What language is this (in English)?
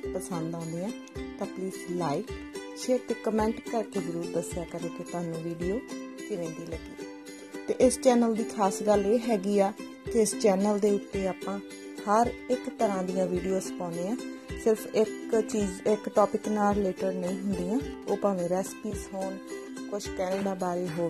Punjabi